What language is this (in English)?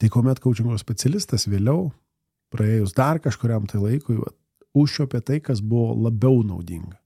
Lithuanian